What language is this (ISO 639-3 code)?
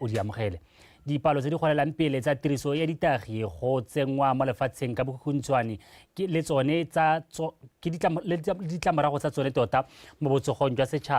tsn